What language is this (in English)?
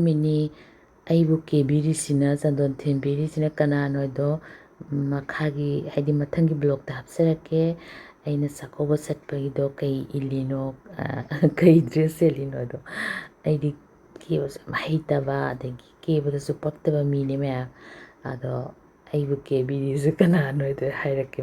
Manipuri